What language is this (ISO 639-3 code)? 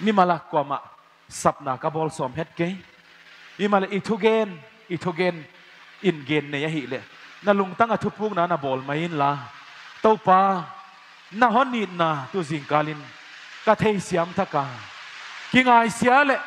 pck